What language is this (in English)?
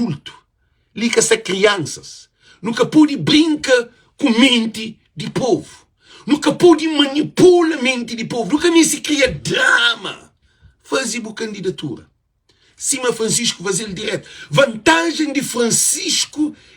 Kabuverdianu